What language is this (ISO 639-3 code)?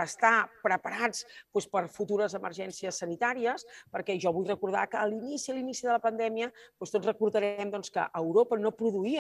cat